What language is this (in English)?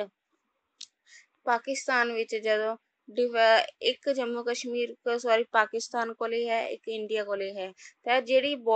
Punjabi